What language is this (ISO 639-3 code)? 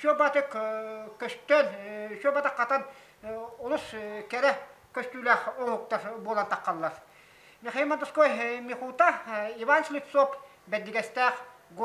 sah